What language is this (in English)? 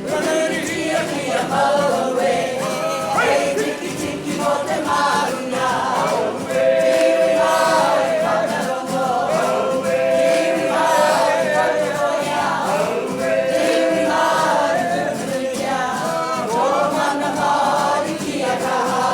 Māori